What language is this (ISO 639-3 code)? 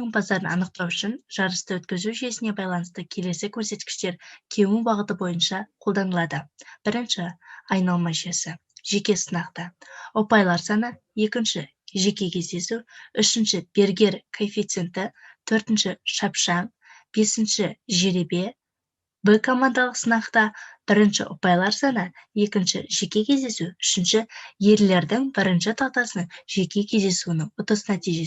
kaz